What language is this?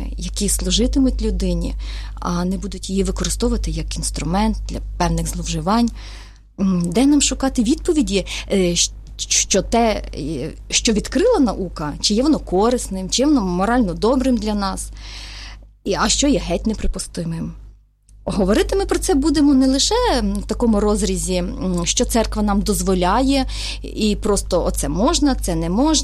Ukrainian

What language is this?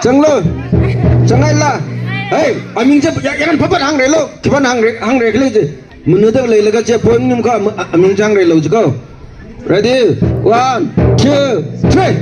Tangkhul Naga (India)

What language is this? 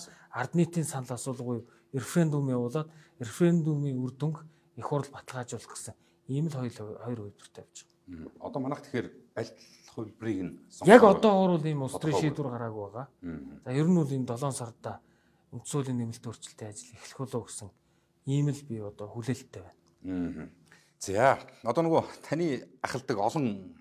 Mongolian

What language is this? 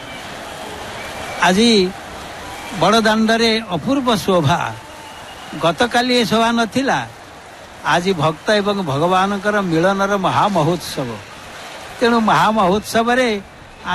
Odia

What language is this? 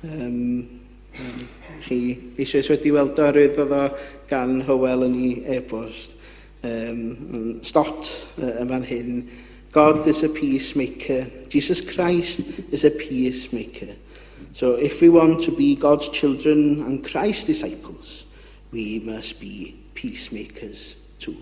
Welsh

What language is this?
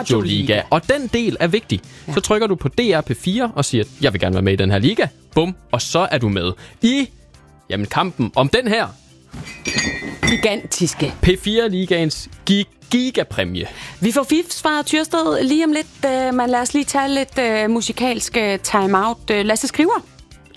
Danish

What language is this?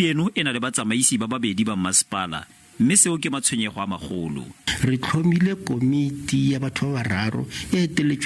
Tswana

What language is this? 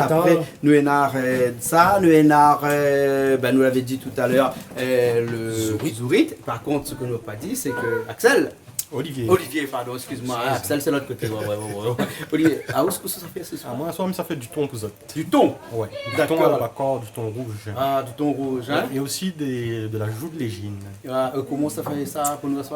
Réunion Creole French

